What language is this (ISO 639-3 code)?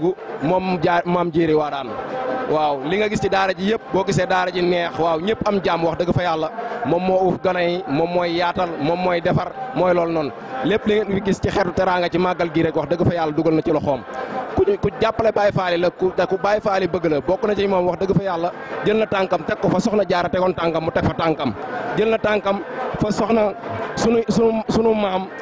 wol